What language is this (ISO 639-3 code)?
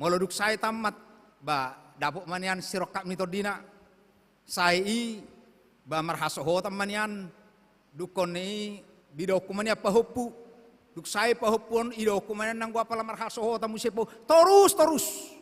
bbc